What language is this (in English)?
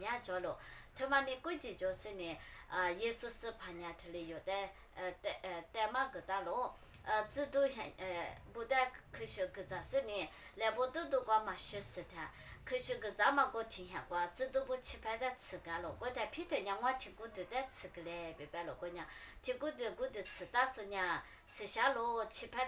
Lisu